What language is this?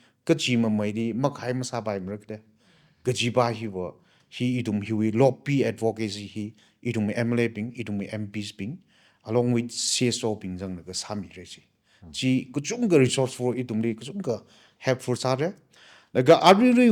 Tangkhul Naga (India)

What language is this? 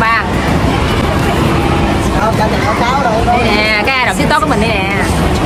Vietnamese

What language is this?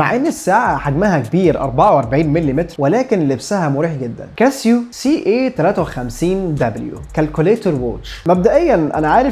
Egyptian Arabic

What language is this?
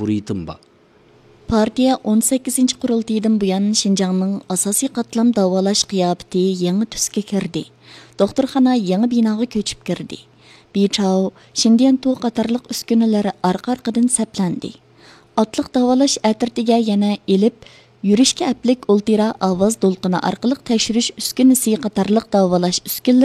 Uyghur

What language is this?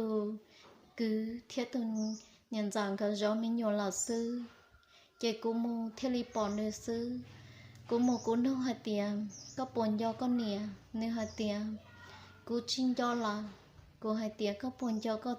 Hmong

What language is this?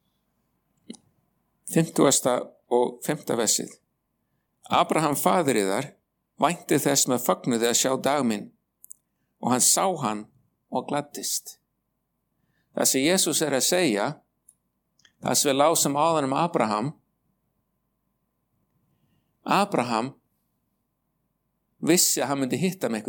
Icelandic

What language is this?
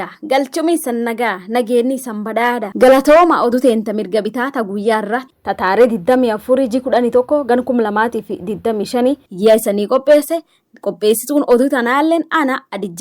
Oromo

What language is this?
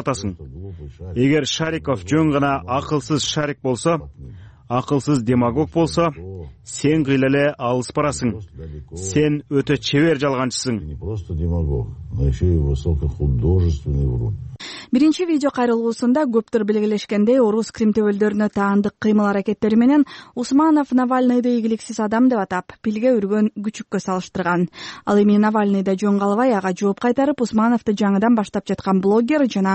Kyrgyz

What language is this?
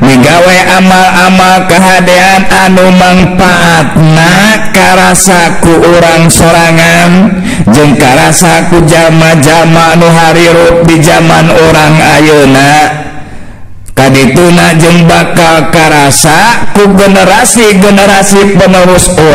Sundanese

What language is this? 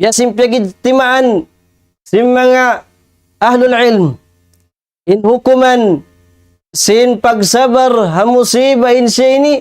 Tausug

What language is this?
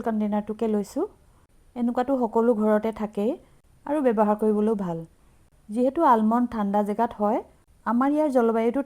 Assamese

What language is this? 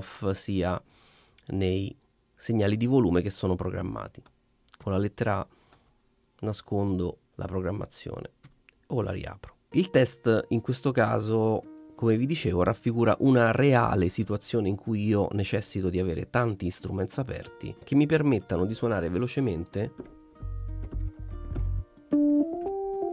Italian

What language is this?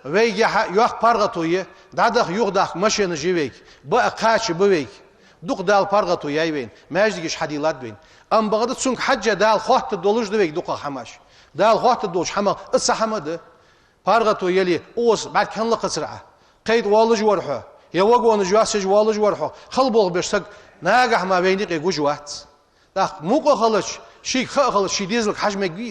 Ingush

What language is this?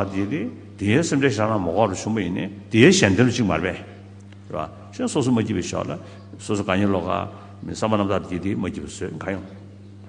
Tibetan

